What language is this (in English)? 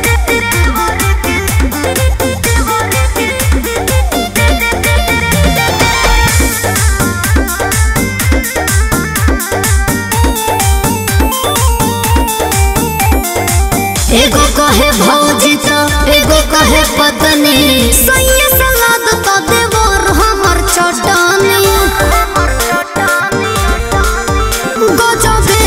Bhojpuri